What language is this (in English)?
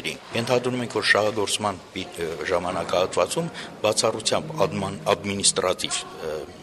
Armenian